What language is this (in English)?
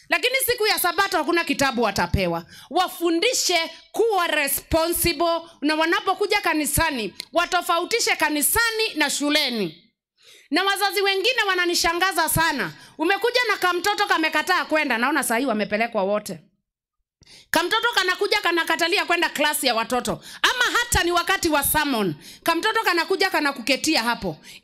Swahili